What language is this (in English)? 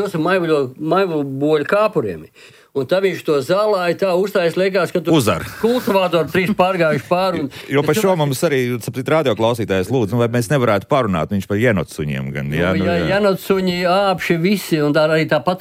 Latvian